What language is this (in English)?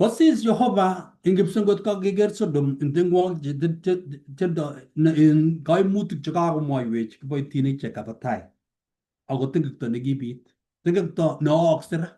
Kalenjin